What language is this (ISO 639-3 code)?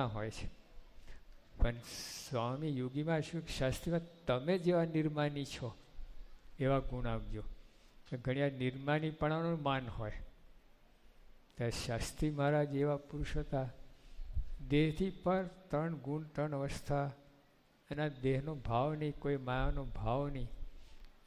guj